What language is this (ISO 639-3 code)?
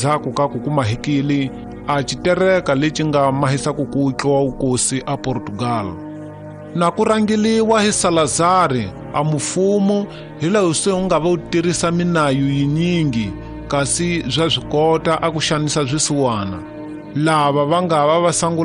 tso